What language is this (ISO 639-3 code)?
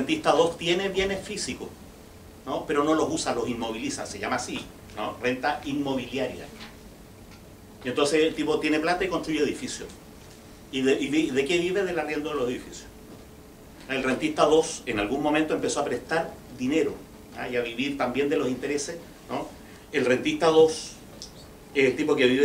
spa